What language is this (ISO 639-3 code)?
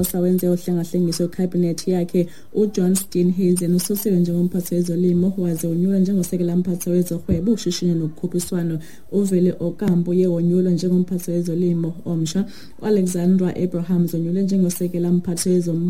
xho